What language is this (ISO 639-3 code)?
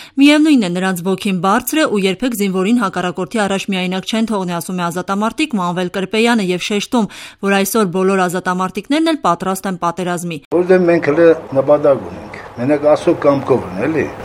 hye